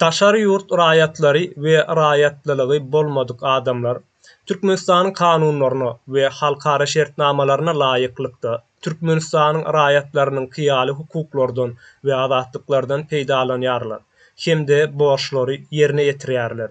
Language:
Turkmen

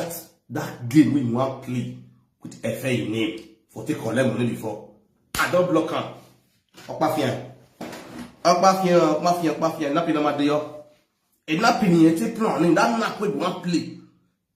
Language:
Nigerian Pidgin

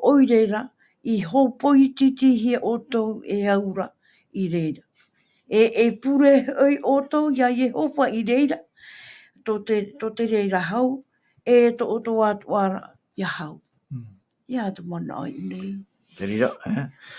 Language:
Tahitian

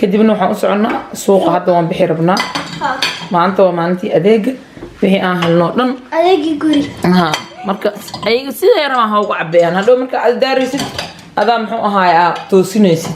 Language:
Somali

